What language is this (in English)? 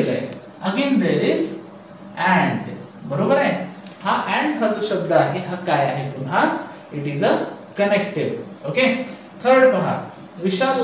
Marathi